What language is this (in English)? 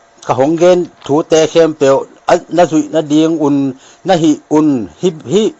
Tedim Chin